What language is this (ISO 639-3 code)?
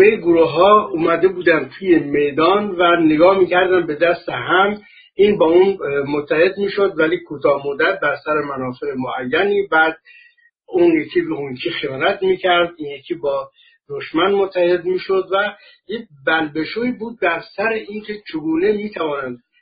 fas